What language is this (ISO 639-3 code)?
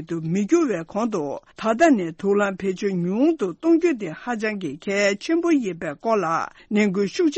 bod